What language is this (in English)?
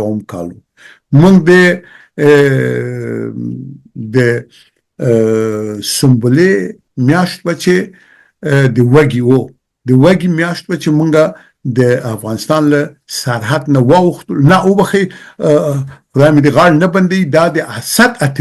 Pashto